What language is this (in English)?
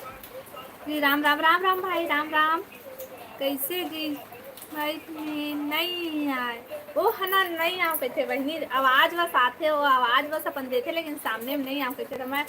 Chhattisgarhi